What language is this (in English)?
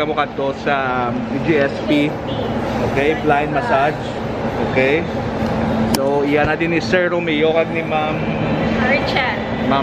Hiligaynon